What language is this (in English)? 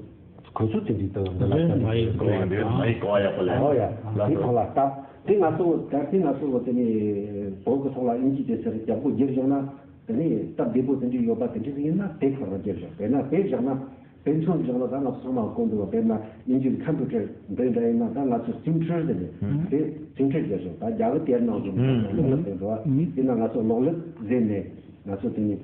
Tibetan